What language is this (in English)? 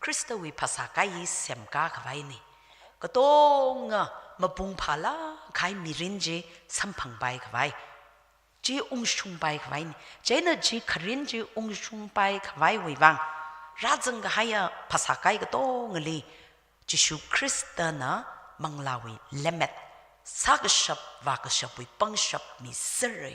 Tangkhul Naga (India)